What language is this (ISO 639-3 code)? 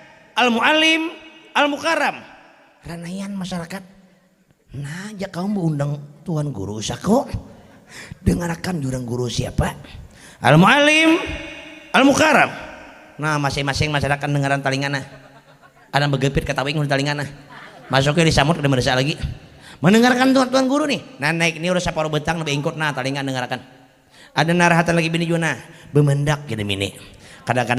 bjn